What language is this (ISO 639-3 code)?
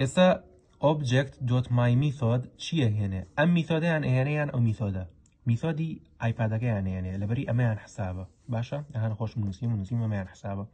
ckb